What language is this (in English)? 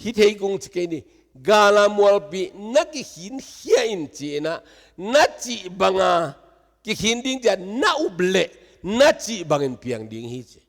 Tedim Chin